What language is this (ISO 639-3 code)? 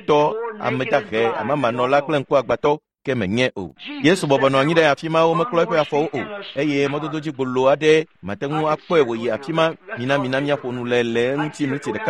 ewe